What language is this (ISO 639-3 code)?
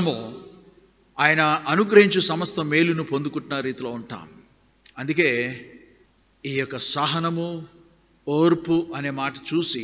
tel